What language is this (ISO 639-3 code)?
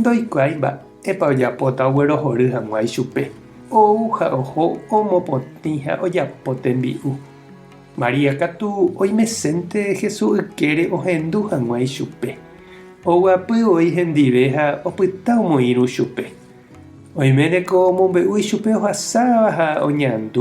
grn